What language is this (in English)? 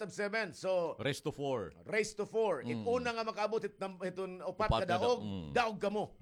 Waray